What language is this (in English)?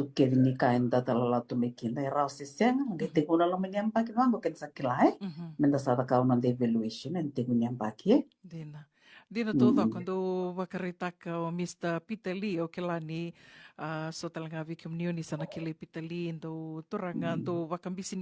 Fijian